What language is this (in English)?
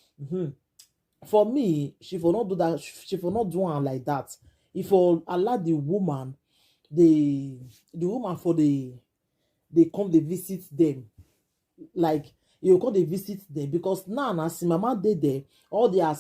Nigerian Pidgin